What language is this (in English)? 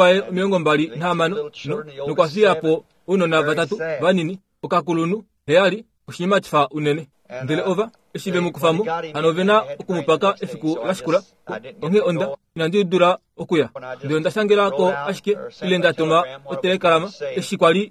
Kuanyama